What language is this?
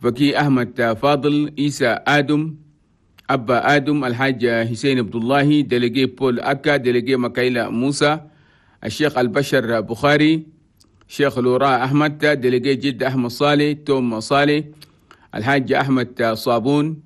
Chadian Arabic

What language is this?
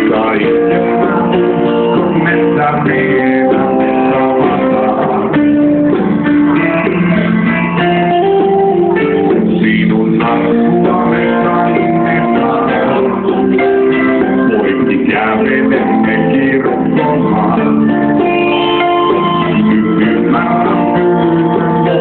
Finnish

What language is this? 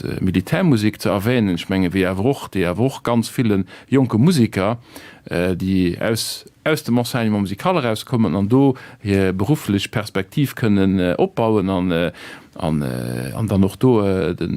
Luxembourgish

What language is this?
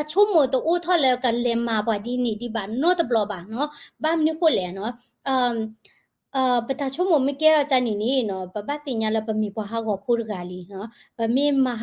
S'gaw Karen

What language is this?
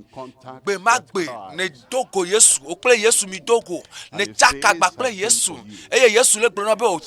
Ewe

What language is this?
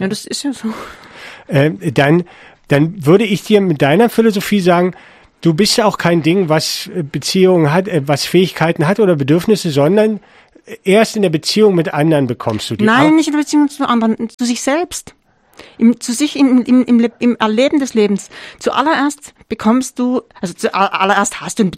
German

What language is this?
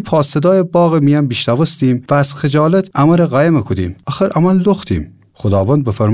Gilaki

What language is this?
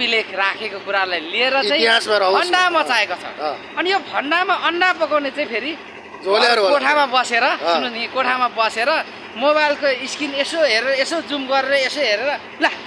Nepali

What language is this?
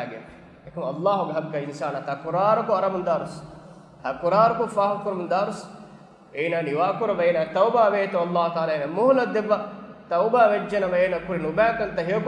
Divehi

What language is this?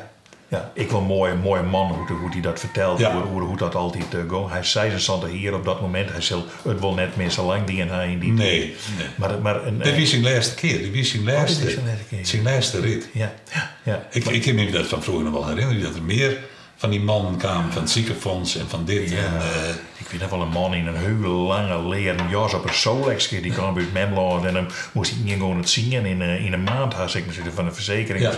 Western Frisian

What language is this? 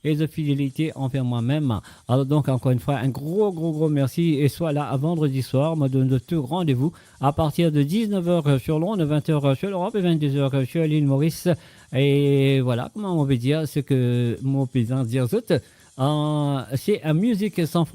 Morisyen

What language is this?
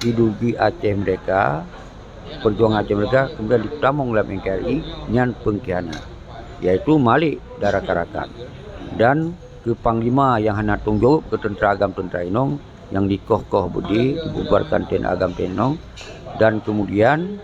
Achinese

